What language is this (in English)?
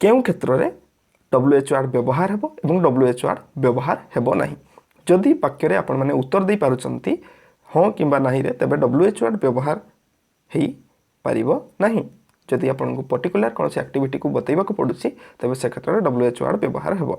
Odia